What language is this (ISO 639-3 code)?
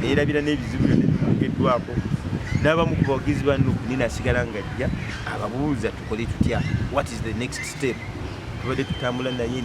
lug